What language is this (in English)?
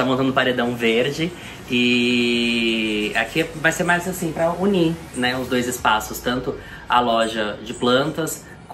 Portuguese